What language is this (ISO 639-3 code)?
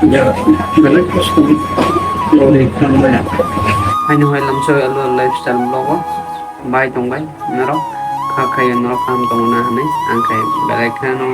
trp